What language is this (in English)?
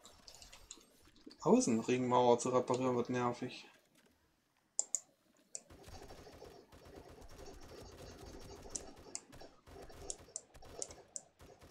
German